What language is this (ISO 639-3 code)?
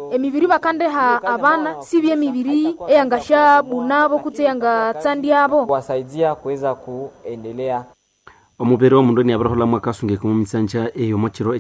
nnb